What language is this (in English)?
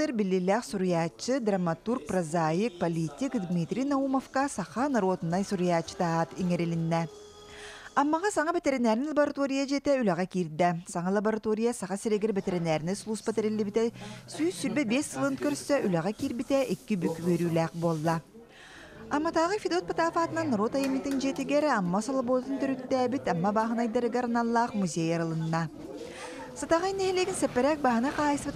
Yakut